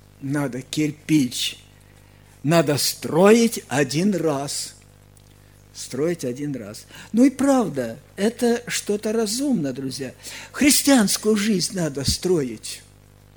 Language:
Russian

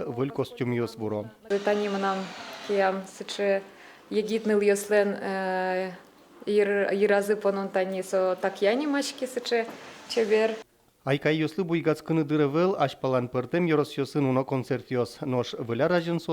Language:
Udmurt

